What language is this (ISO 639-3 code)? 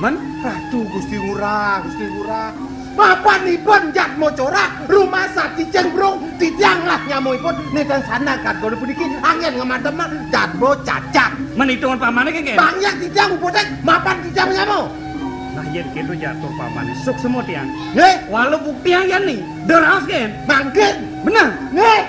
ban